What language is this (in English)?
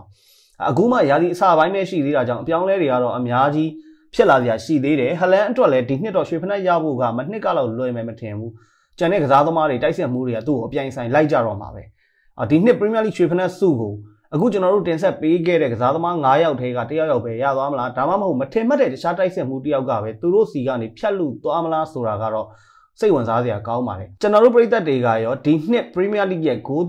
Burmese